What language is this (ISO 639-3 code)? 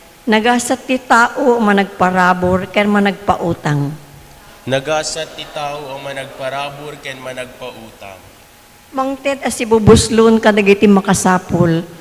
ilo